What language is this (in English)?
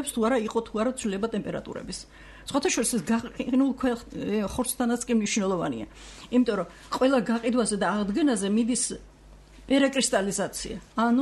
Georgian